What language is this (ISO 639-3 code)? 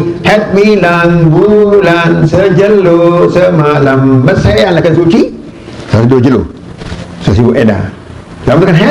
sas